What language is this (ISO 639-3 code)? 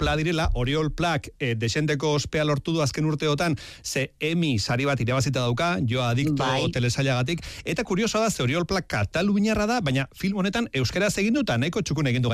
eus